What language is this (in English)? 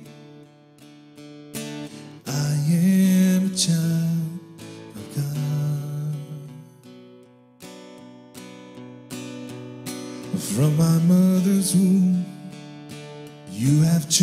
Afrikaans